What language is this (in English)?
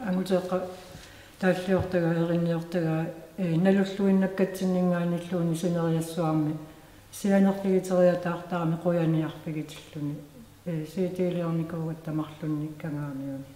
Kalaallisut